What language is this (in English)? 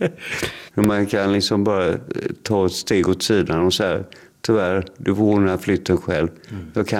Swedish